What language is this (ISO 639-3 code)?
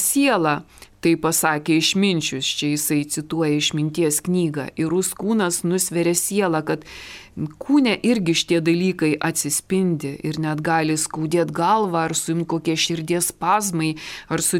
lit